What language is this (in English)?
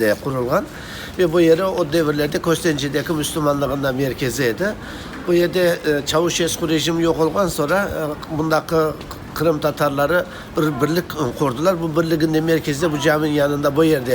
Crimean Tatar